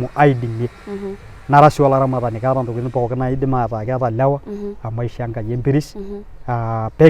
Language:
Masai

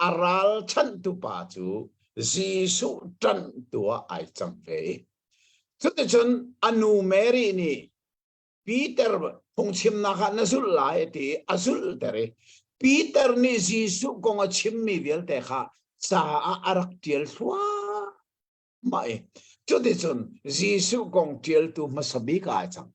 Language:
Hakha Chin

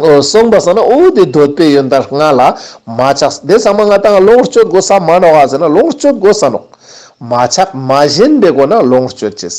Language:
Ladakhi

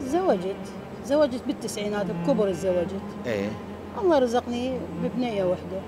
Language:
Mesopotamian Arabic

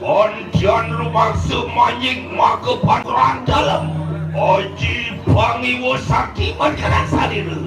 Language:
Balinese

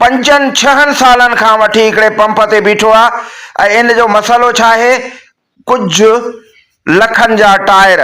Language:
Sindhi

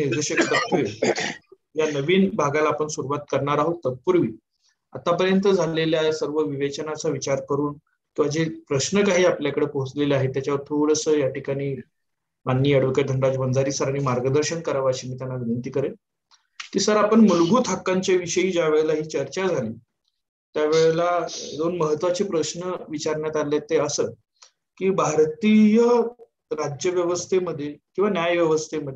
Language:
Marathi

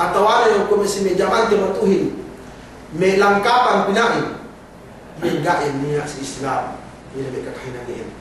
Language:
Yakan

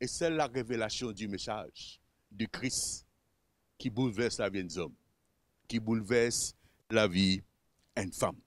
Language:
Morisyen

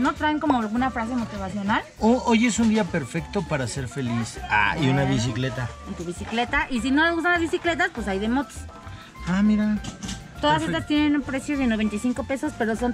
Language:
Spanish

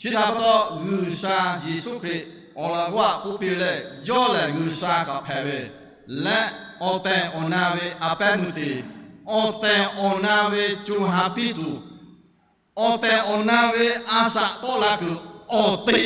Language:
Lahu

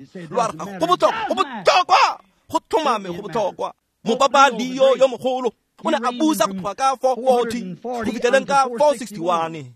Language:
Tswana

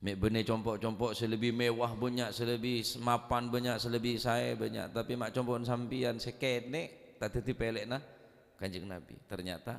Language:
Madurese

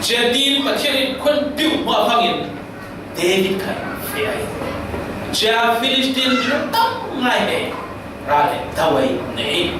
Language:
Falam Chin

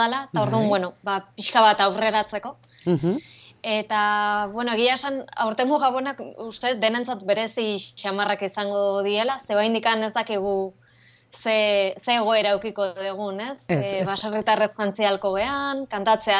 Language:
Basque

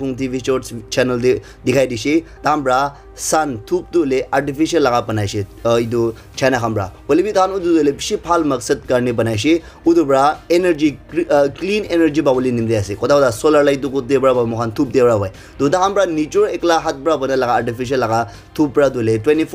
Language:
Naga Pidgin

